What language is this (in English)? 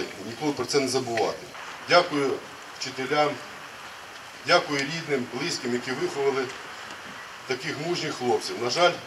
Ukrainian